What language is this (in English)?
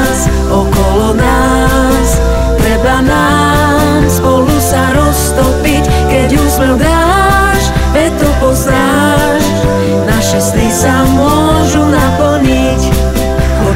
Slovak